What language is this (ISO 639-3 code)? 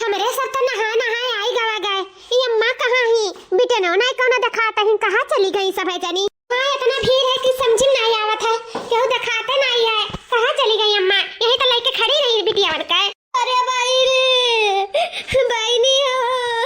awa